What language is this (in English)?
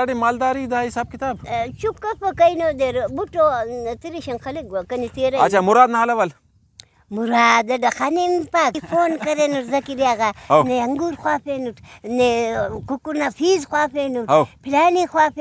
Brahui